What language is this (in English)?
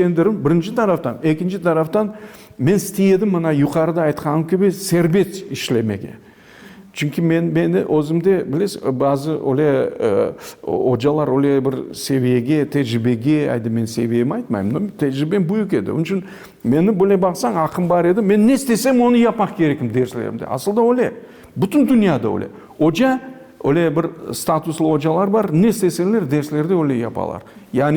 Crimean Tatar